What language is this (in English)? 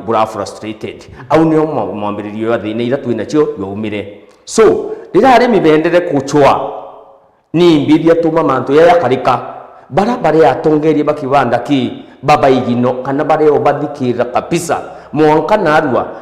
Meru